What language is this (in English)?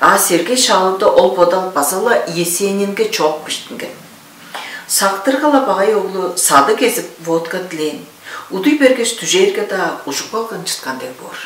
Tuvinian